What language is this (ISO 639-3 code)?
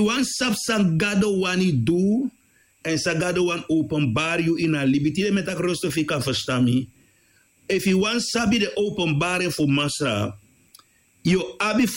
srn